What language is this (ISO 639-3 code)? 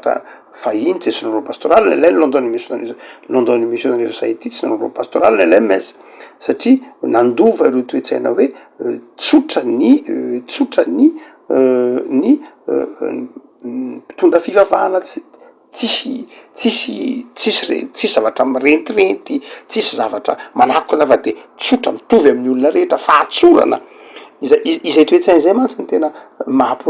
mlg